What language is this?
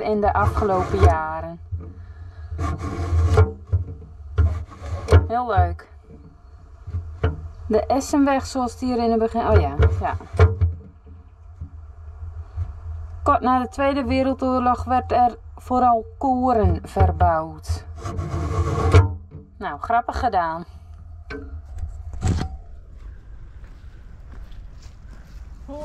Dutch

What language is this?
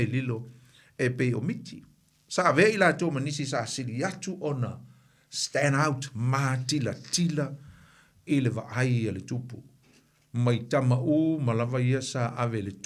Samoan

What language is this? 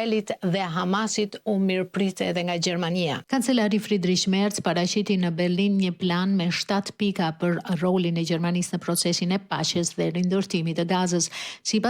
Albanian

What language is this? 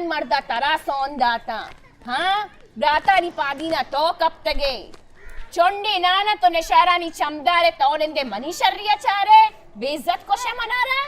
Baluchi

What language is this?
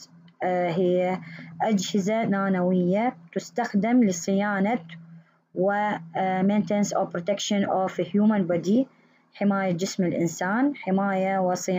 Arabic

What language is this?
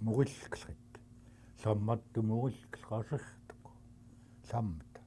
Central Yupik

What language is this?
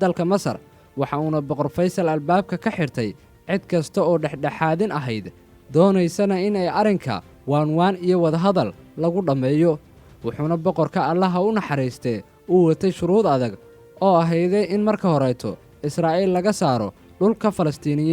Somali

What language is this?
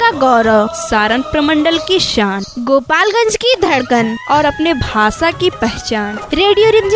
Bhojpuri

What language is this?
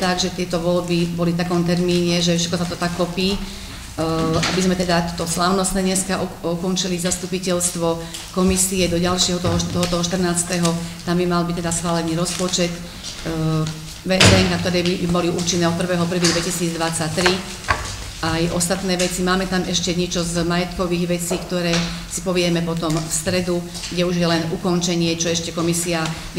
Slovak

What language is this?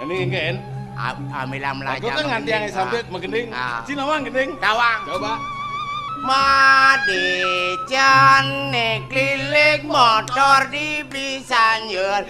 Balinese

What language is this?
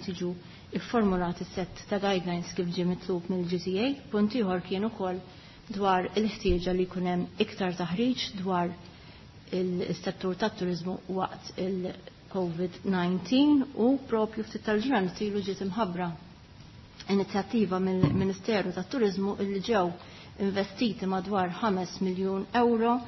Maltese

